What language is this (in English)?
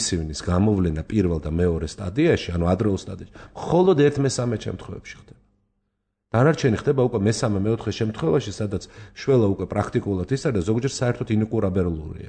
Georgian